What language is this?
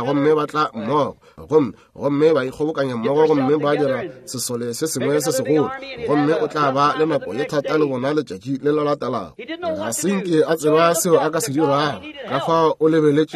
Northern Sotho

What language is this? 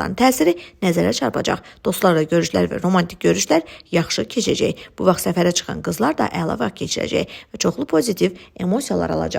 Azerbaijani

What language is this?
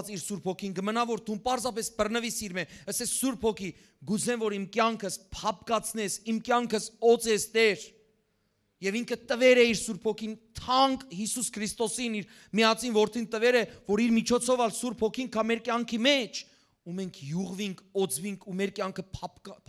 Western Armenian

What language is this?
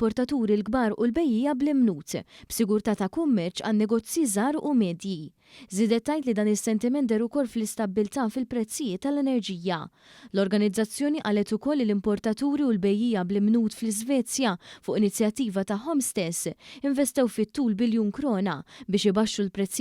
Maltese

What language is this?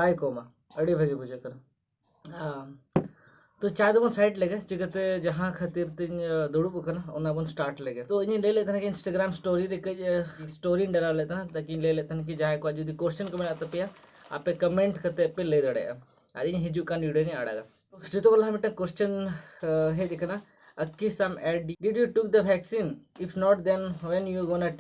Santali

